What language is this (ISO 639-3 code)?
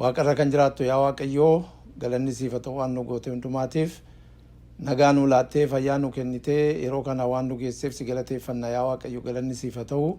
orm